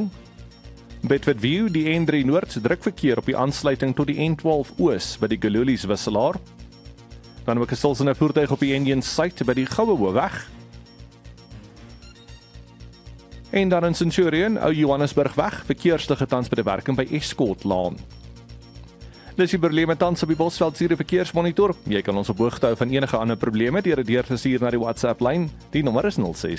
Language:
Afrikaans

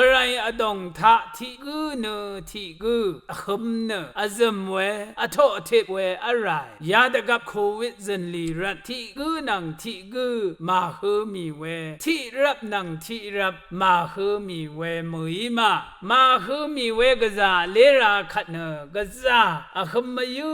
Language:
Rawang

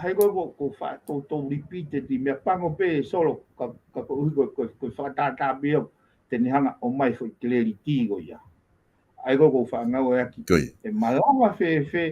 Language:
Tongan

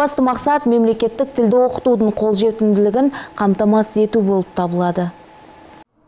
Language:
Kazakh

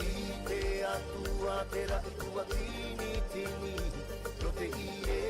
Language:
Tahitian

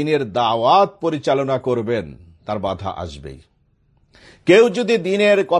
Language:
Bangla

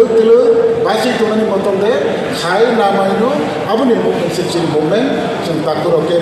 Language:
Kok Borok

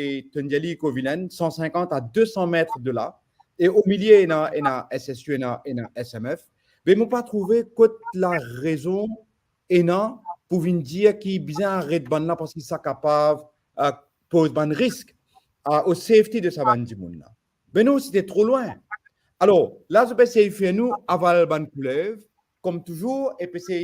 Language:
Morisyen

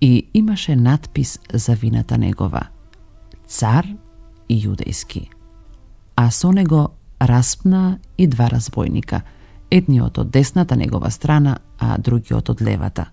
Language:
Macedonian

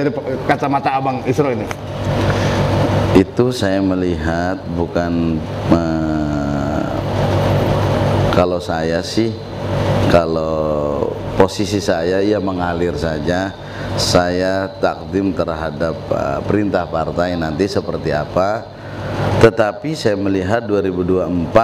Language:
Indonesian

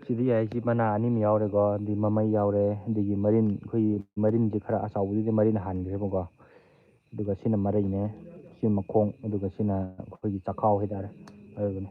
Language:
Manipuri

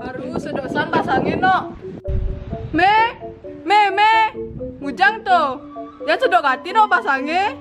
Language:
Balinese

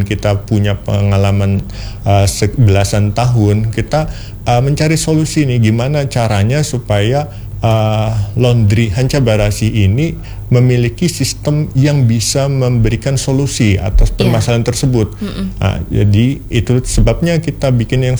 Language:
Indonesian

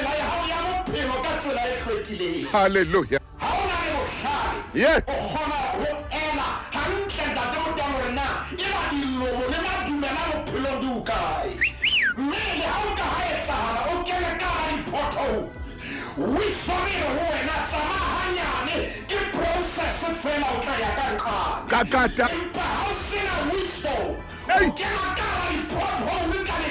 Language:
Southern Sotho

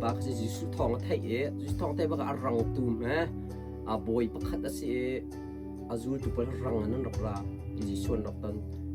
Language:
Hakha Chin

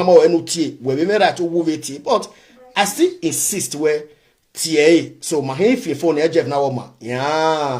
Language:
Nigerian Pidgin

